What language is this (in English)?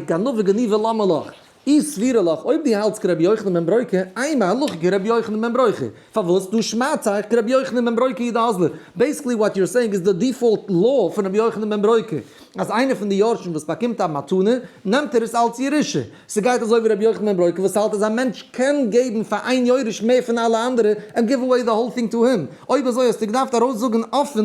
Yiddish